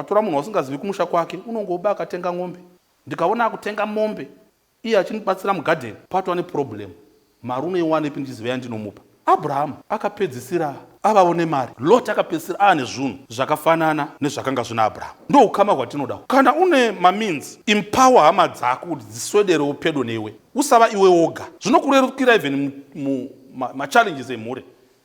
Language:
Shona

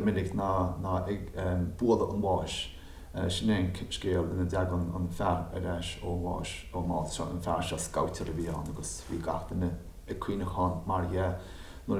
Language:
Irish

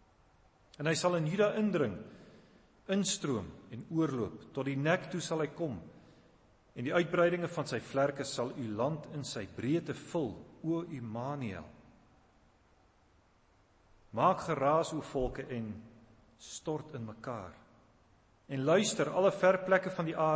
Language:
Afrikaans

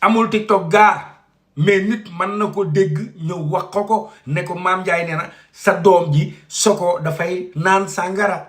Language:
Wolof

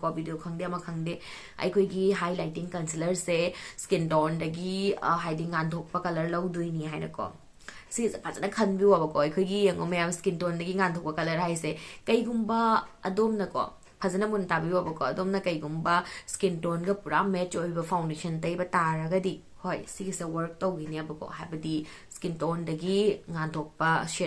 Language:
Manipuri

